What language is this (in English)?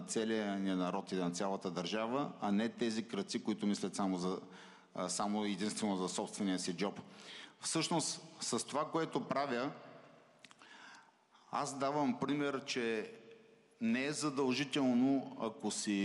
Bulgarian